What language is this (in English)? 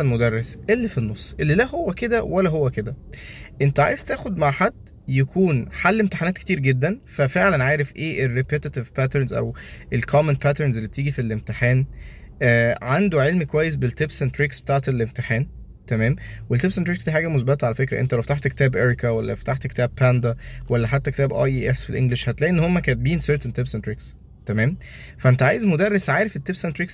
Egyptian Arabic